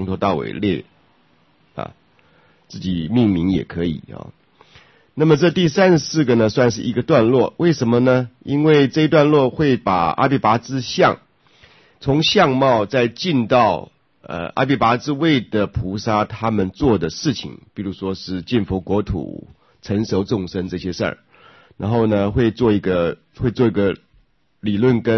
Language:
Chinese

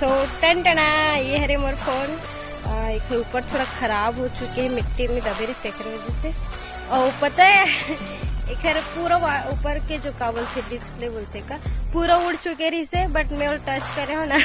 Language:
Chhattisgarhi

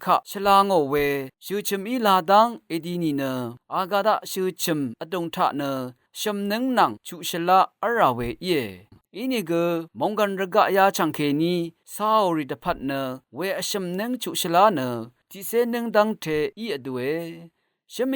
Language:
Rawang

